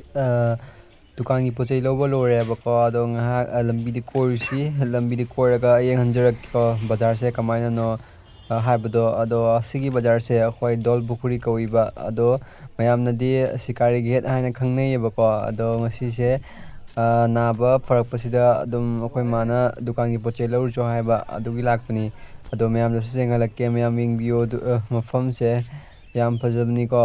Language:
Manipuri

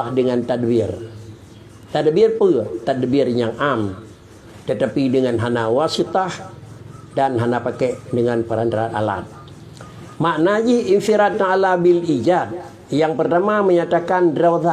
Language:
Achinese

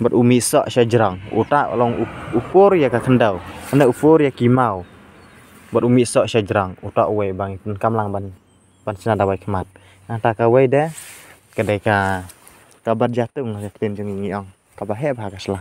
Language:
Khasi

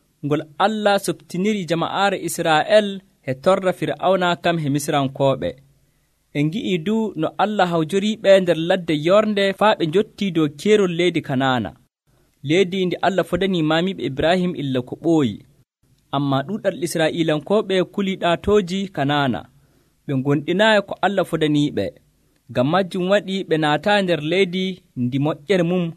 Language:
Nigerian Fulfulde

